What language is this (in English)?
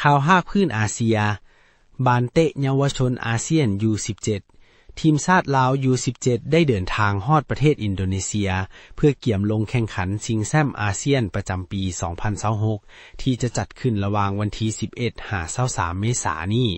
Lao